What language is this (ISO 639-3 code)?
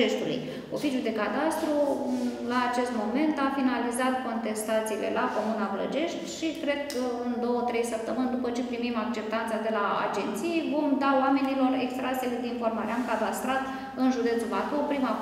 ron